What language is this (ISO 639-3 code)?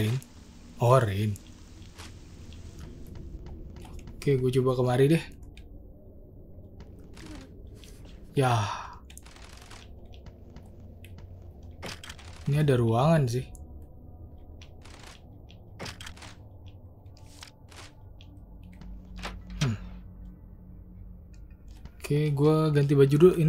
ind